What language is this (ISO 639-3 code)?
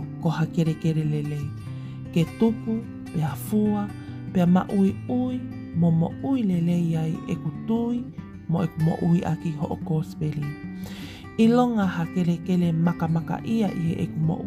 ton